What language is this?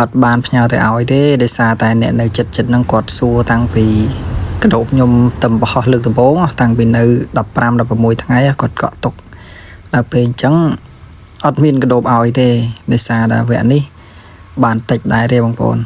Khmer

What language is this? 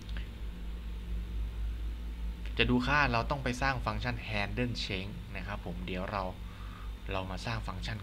Thai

